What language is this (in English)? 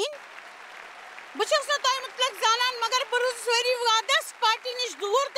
Kashmiri